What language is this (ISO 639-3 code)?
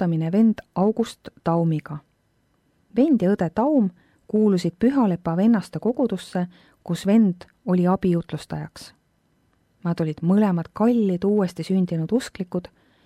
est